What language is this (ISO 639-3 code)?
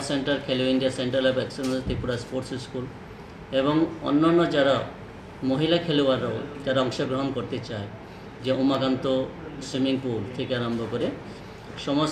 trp